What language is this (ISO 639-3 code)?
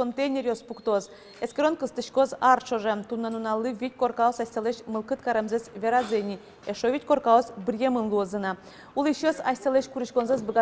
udm